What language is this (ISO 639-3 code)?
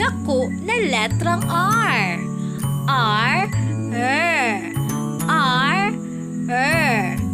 ceb